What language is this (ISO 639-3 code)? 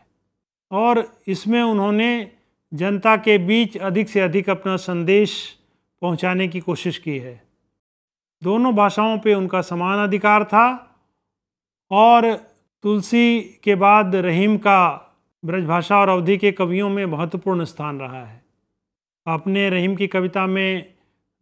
hin